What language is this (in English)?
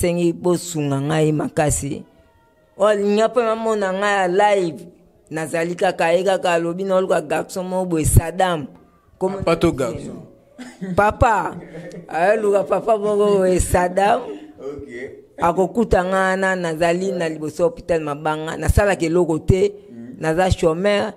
Lingala